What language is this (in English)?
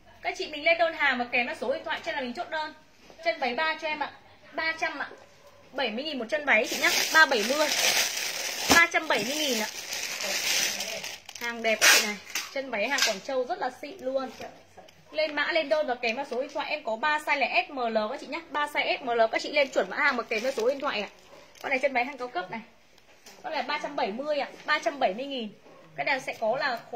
Vietnamese